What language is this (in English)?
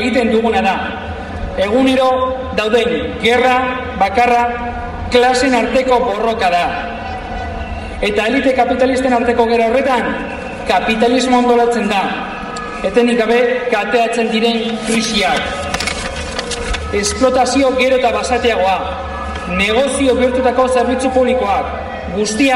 Basque